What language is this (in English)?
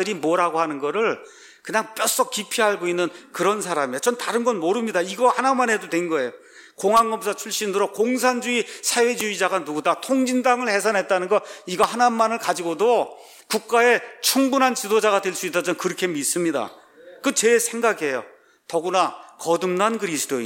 Korean